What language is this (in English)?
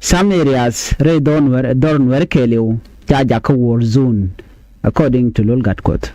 Nuer